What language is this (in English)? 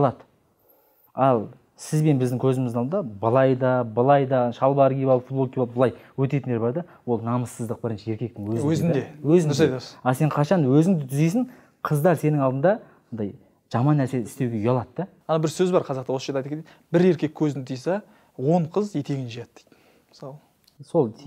Kazakh